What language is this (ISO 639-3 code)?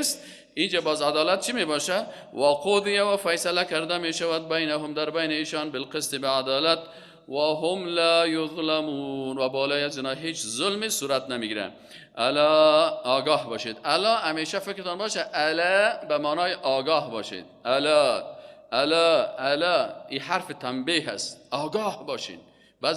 tgk